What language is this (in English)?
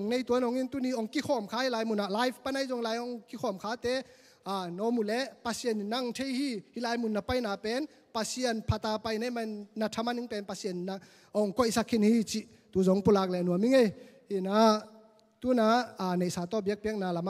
Tedim Chin